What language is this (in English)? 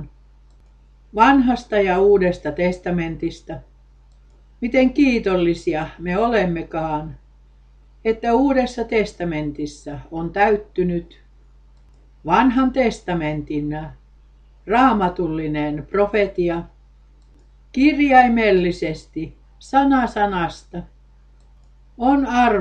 Finnish